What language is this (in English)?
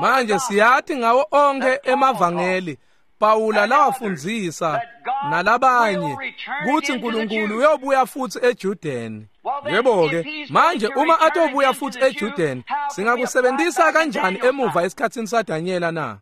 Swati